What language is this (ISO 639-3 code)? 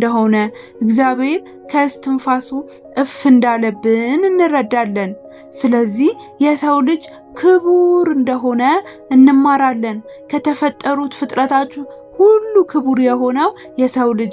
amh